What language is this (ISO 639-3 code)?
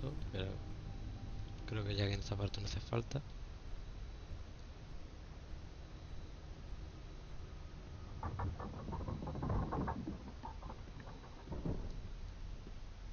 spa